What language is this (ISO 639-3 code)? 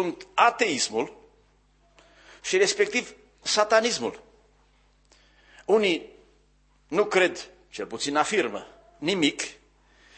ron